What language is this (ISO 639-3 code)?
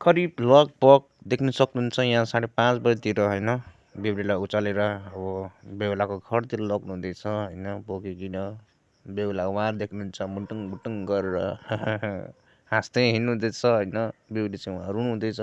nep